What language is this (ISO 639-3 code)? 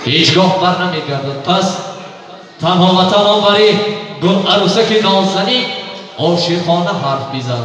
tgk